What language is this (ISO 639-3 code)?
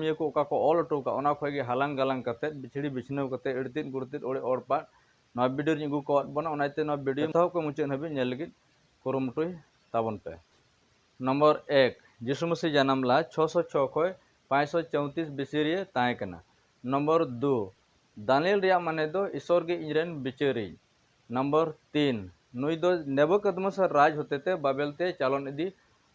sat